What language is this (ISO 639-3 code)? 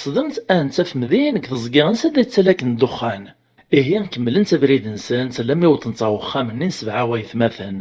kab